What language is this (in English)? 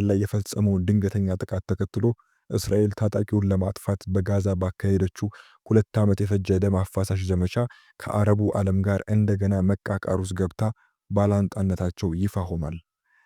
Amharic